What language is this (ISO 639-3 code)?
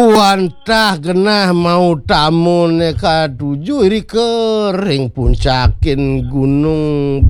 ban